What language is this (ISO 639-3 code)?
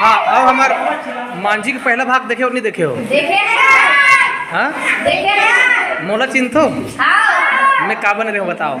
hne